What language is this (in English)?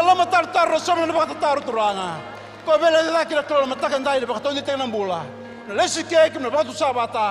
Fijian